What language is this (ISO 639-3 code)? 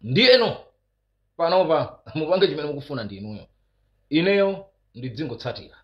nya